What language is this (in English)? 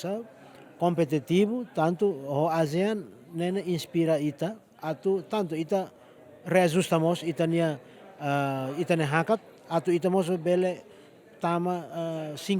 Tetum